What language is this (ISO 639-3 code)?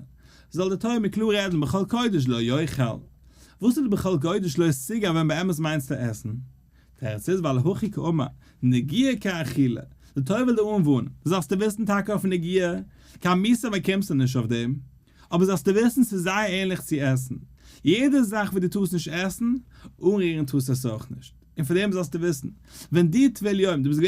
yid